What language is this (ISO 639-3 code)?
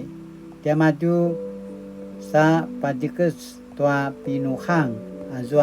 pwn